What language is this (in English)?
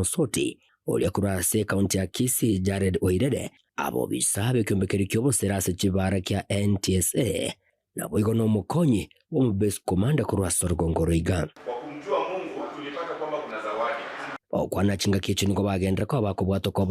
Gusii